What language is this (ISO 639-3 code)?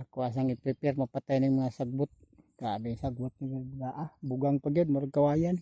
ceb